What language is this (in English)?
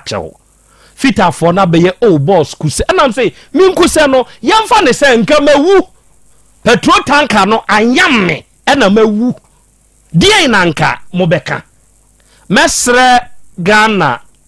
Akan